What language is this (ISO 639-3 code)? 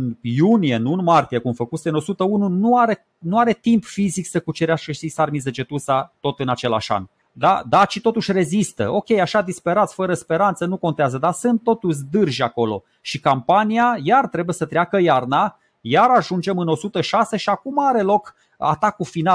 ron